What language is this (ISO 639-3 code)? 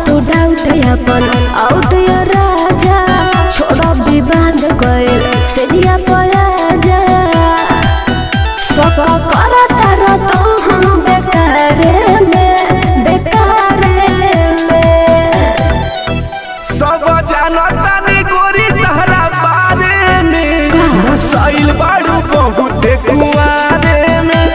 bho